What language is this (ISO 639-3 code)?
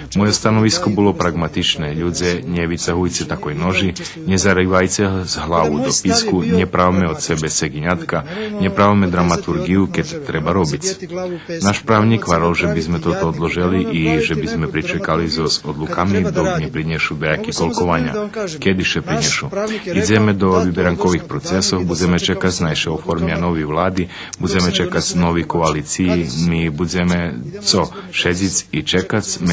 rue